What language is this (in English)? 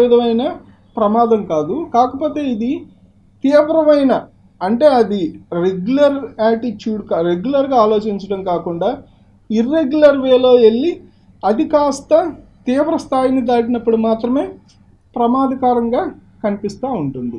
Telugu